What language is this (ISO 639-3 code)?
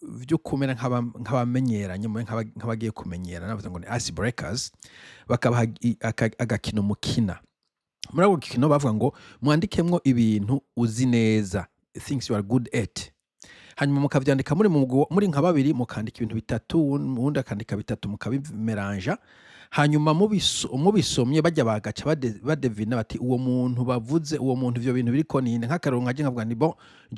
run